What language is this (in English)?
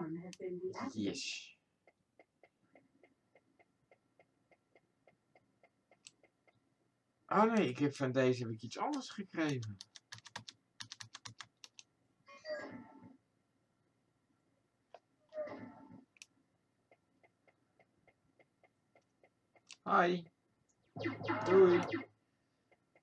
Dutch